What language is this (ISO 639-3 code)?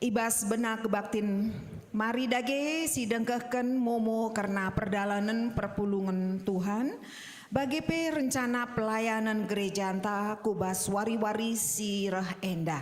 btx